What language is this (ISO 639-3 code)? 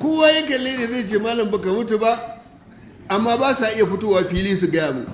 hau